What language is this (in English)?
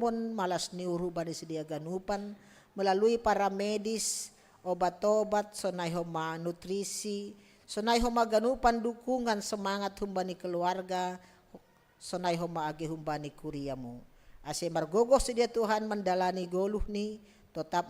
Batak Simalungun